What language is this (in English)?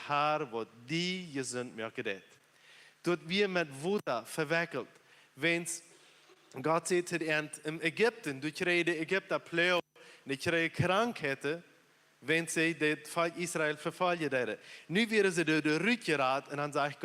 Plautdietsch